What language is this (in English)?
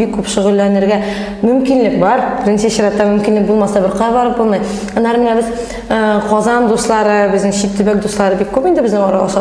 Tatar